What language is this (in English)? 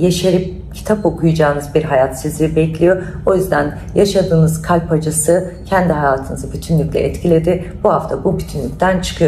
Turkish